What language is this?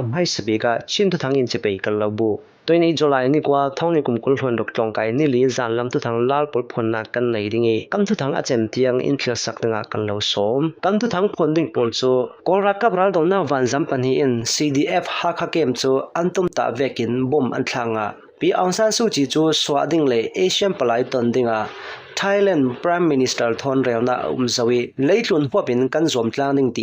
Hakha Chin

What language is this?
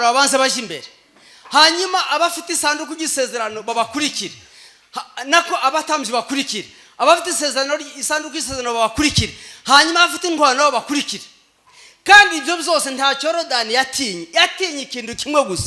Kinyarwanda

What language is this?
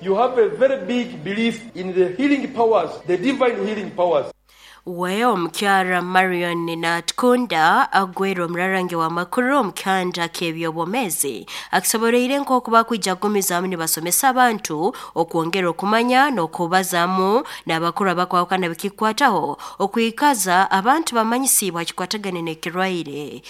Nyoro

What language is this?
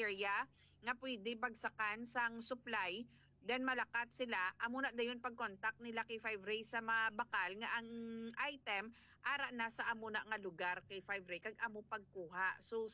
Hiligaynon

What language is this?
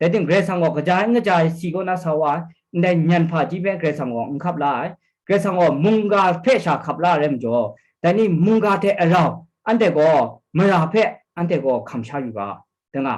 Kachin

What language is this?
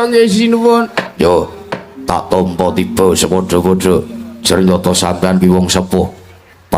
Javanese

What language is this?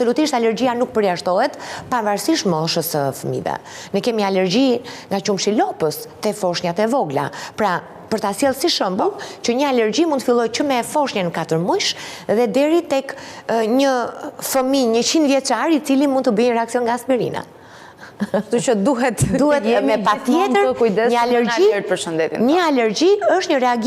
Albanian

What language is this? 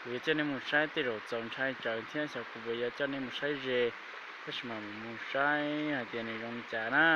Hmong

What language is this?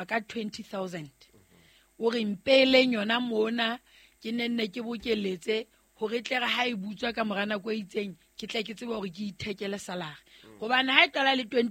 Southern Sotho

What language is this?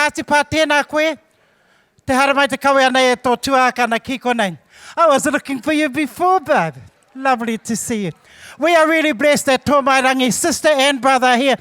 Māori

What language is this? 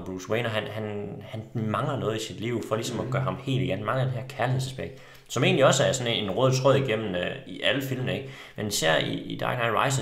Danish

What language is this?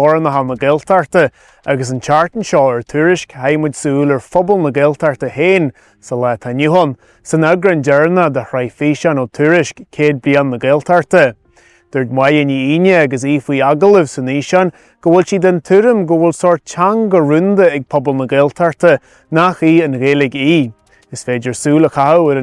Irish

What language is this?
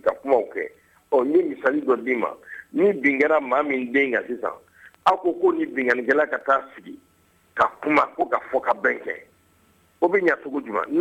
Bambara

